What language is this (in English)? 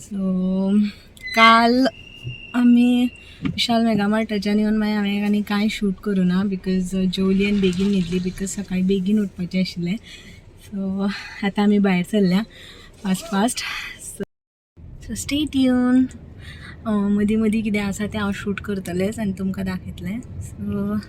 Konkani